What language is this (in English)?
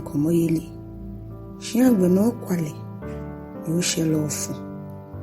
Ga